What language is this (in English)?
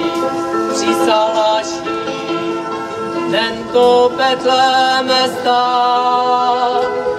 Czech